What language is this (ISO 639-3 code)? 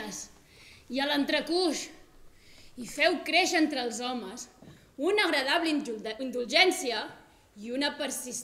cat